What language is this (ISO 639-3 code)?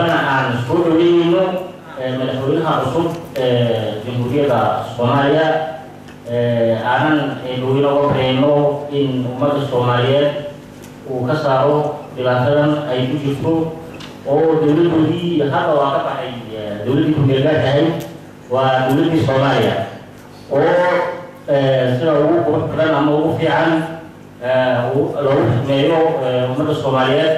som